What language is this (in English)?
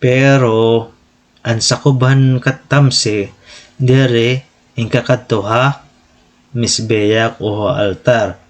Waray